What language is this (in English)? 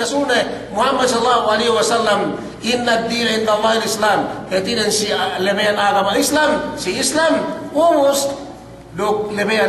Yakan